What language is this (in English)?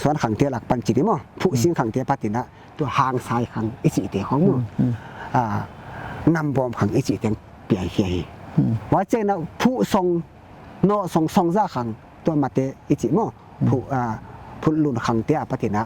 Paite Chin